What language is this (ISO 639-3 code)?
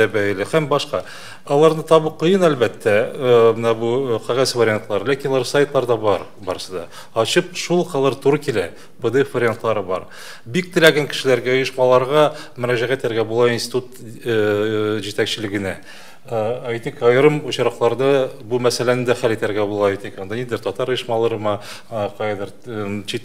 tat